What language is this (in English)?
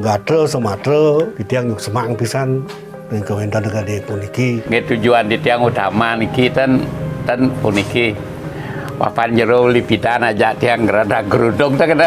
Balinese